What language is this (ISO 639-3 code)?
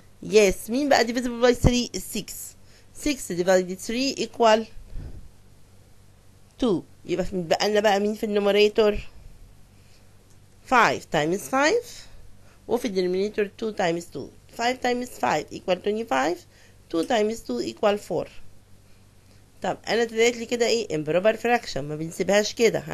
arz